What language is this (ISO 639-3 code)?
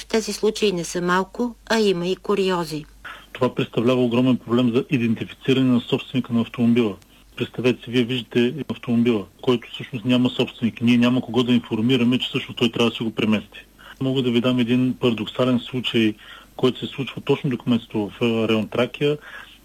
bul